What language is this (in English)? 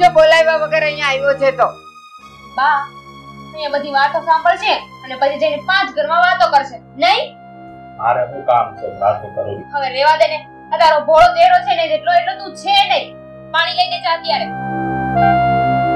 Gujarati